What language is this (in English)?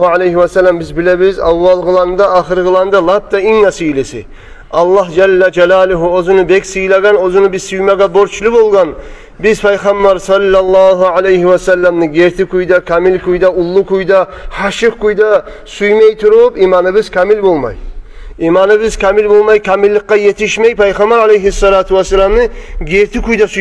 Kumyk